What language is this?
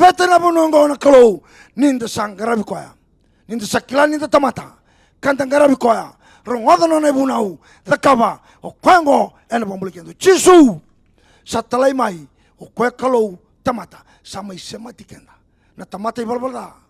Fijian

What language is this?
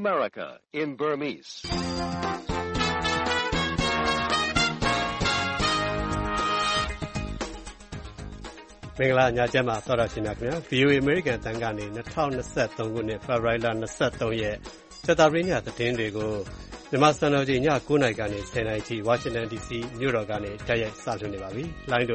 Burmese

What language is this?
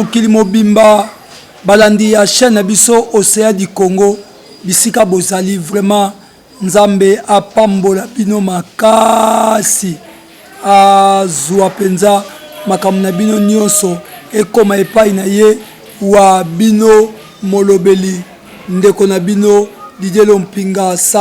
Lingala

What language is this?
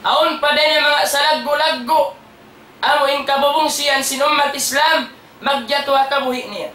Tausug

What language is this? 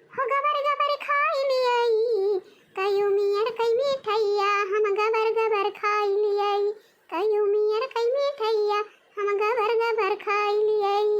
Awadhi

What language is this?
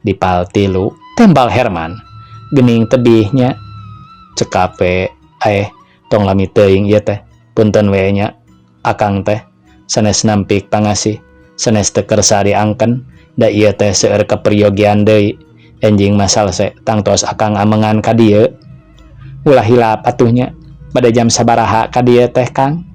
Sundanese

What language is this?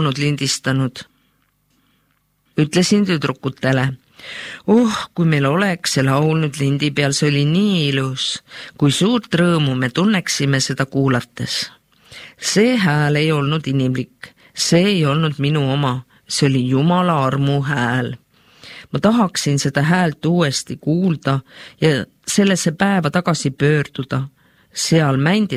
Estonian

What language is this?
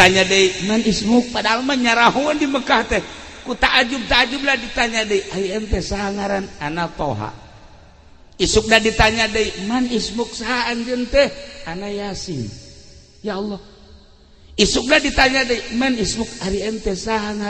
Sundanese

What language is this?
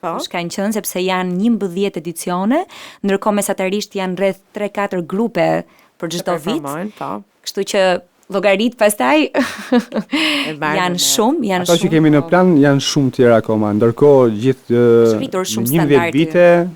Albanian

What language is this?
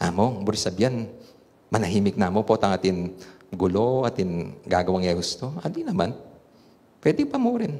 Pampanga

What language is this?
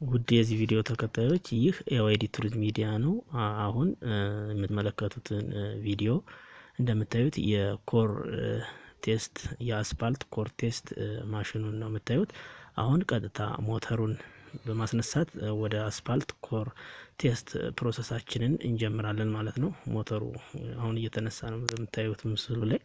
Amharic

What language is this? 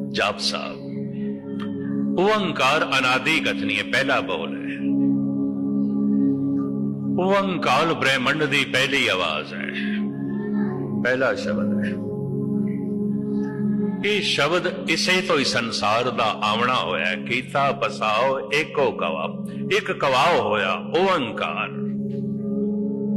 Punjabi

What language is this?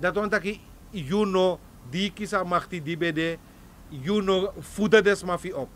Sranan Tongo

